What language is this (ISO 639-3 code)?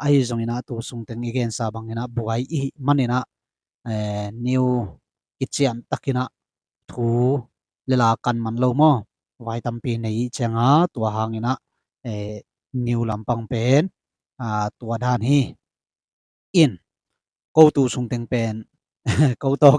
ctd